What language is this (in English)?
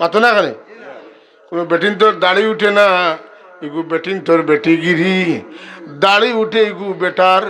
Sylheti